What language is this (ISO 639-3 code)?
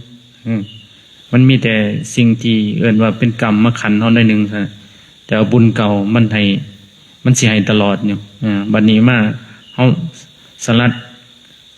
lao